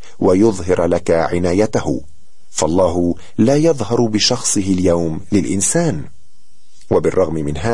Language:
Arabic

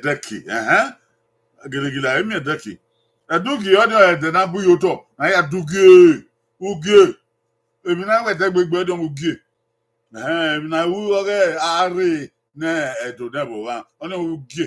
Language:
Bini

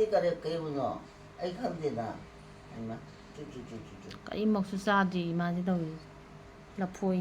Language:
Manipuri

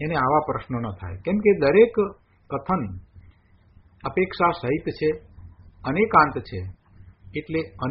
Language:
Gujarati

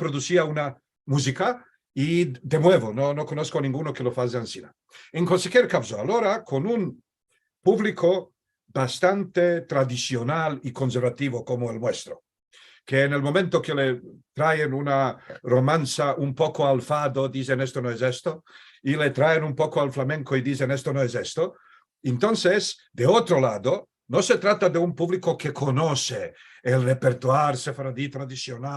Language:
Ladino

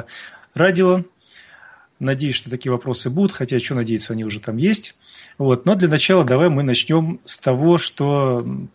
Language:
Russian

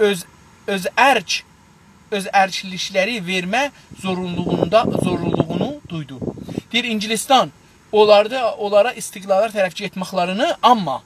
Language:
South Azerbaijani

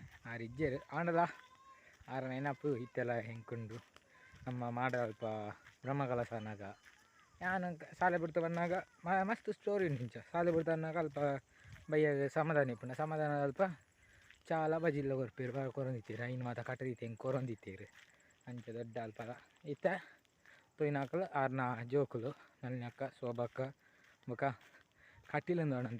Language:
Tulu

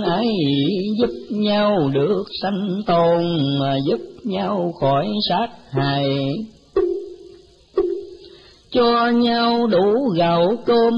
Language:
Vietnamese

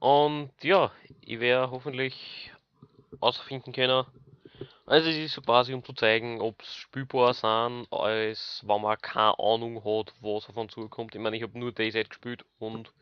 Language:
Bavarian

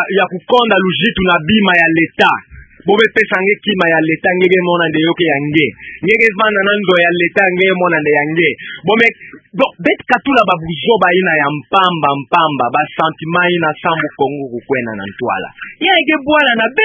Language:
Kituba (Democratic Republic of Congo)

